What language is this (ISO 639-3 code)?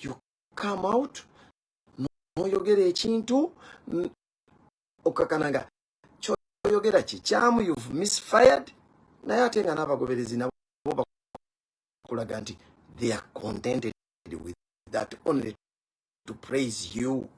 lug